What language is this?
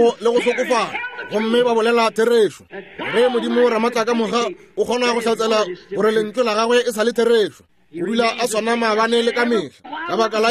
Northern Sotho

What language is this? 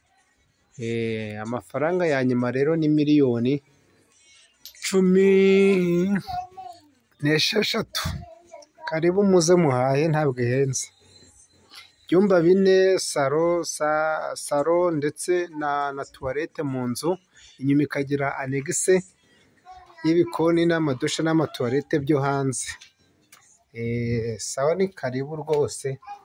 Kinyarwanda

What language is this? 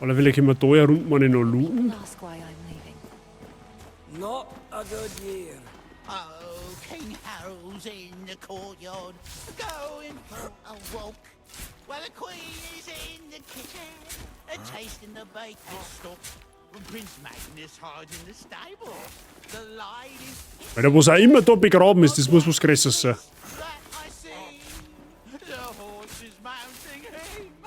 Bavarian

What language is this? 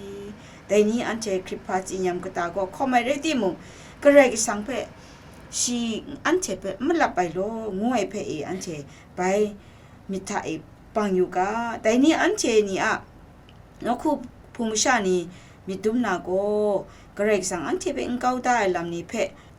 Kachin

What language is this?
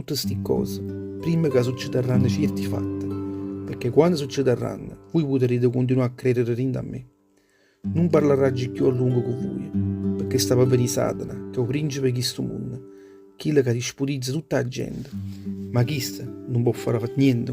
Neapolitan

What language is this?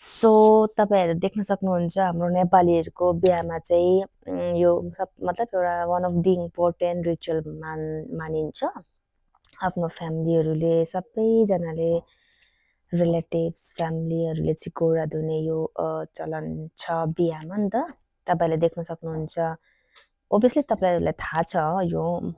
Nepali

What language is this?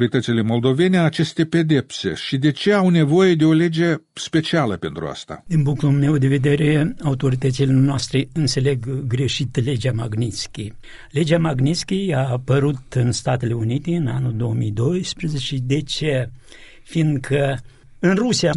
Romanian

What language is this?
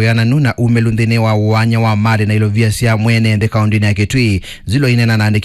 Kamba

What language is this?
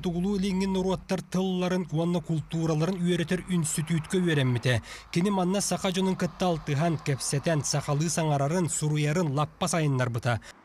Yakut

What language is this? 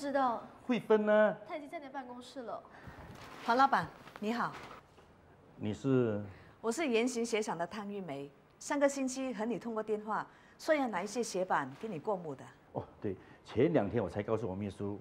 Chinese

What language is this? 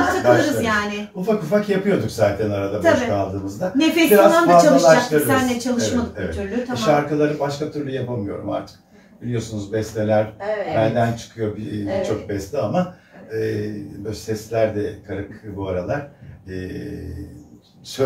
Turkish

